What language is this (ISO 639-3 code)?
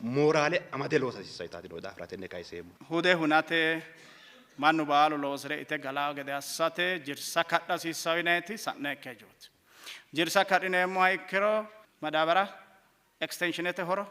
sid